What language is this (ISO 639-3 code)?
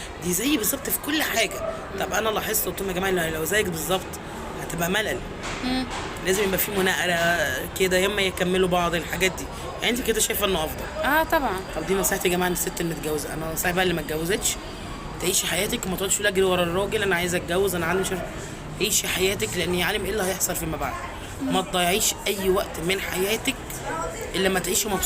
arz